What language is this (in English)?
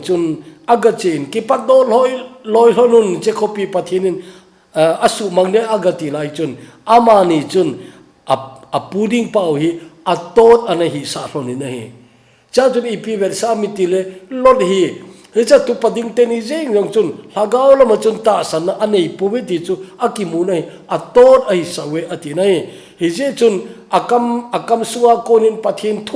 Thado Chin